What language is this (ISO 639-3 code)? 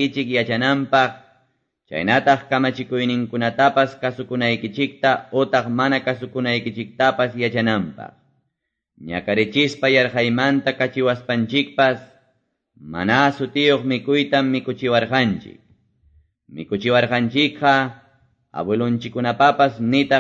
que